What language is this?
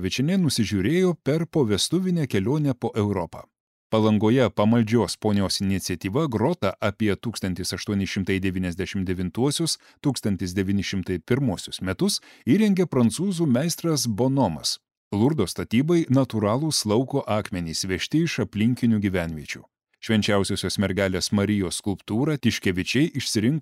Lithuanian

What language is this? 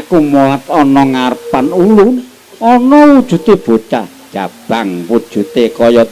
Javanese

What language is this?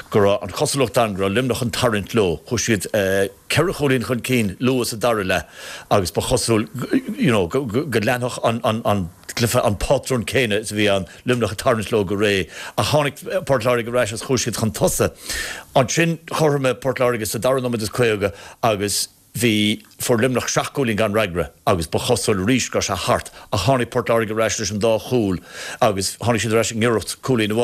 Irish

